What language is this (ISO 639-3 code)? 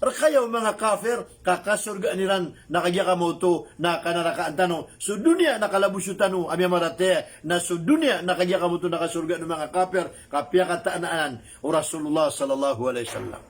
mrw